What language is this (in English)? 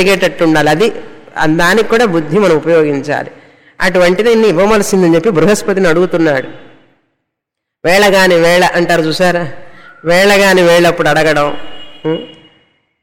Telugu